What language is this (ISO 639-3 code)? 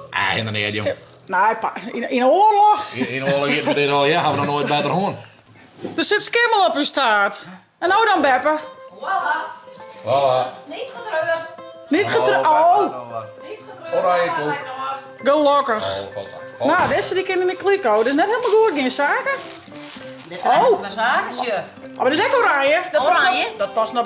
fry